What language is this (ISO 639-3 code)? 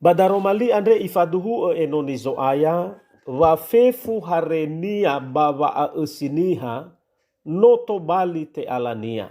nia